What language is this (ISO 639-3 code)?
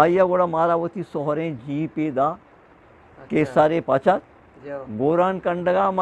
bgp